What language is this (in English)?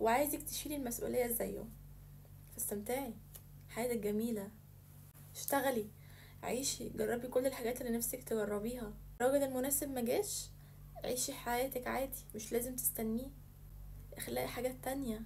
Egyptian Arabic